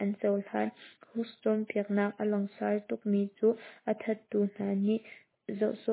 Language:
Hakha Chin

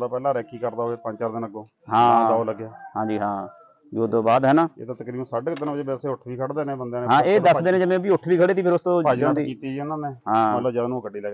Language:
Punjabi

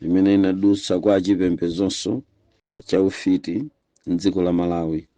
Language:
Nyanja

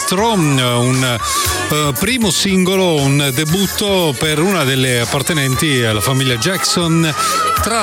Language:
Italian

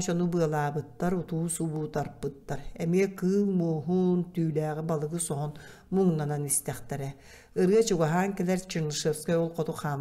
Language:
Yakut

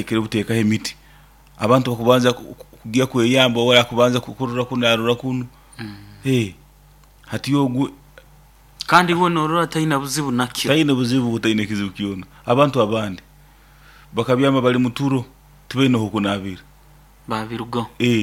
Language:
Nyoro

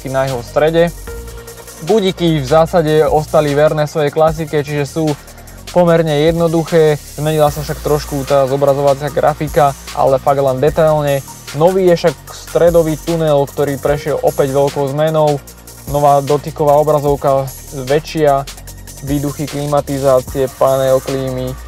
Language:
Slovak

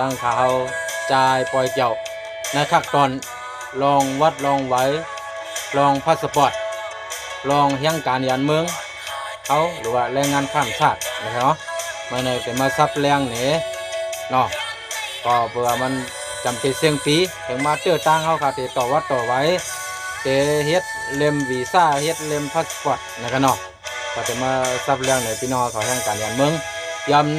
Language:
Shan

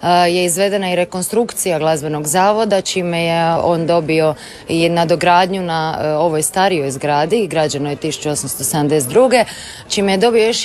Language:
Croatian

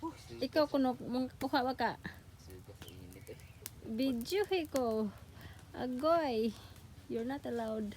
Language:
Cebuano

